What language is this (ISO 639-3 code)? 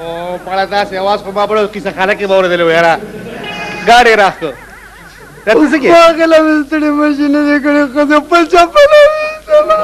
pus